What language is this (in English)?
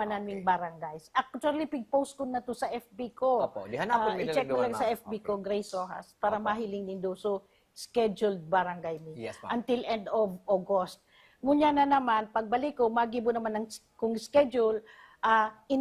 Bikol